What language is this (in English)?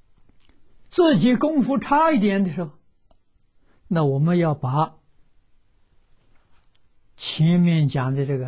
Chinese